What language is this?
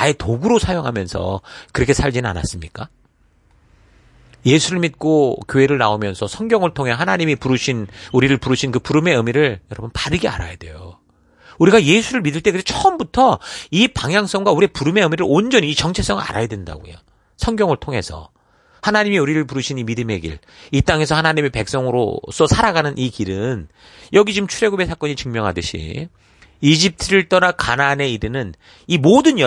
Korean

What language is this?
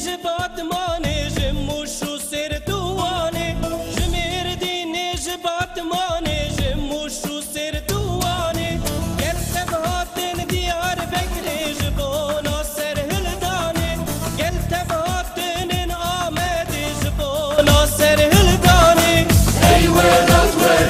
Kurdish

